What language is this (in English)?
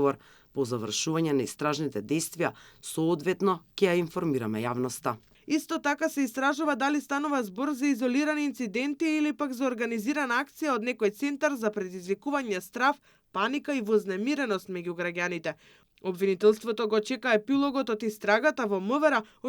Macedonian